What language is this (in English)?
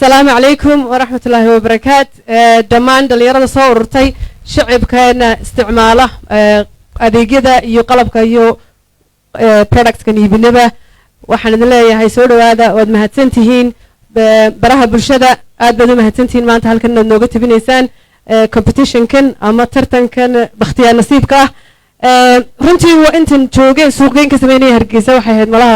Somali